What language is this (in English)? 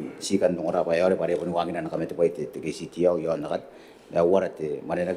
Gilbertese